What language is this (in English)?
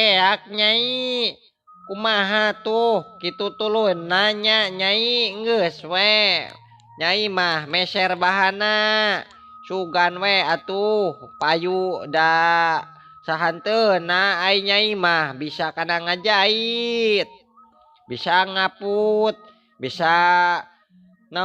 Sundanese